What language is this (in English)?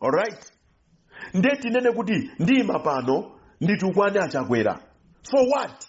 Nyanja